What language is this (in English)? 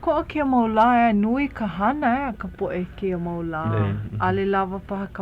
Hawaiian